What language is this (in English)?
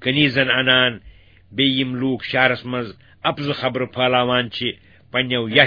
Kashmiri